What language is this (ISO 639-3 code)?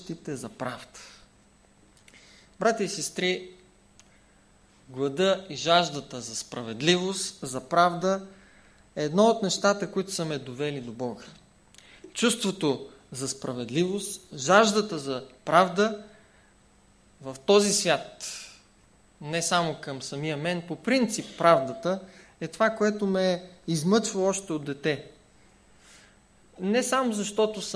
bul